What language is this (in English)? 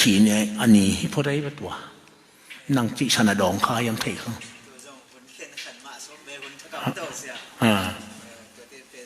Tedim Chin